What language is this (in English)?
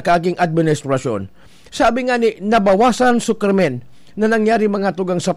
Bikol